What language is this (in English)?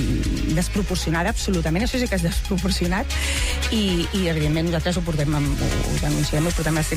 Catalan